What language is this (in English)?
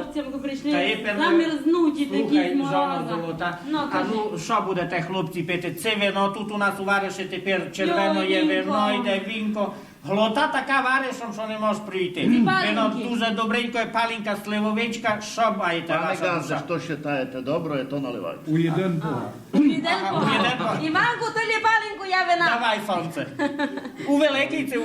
Rusyn